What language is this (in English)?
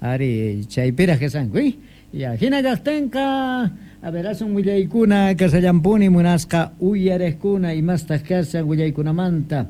Quechua